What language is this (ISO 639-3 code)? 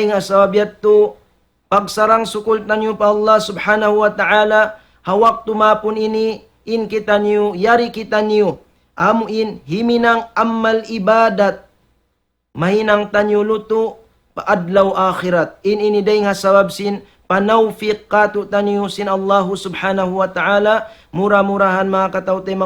tsg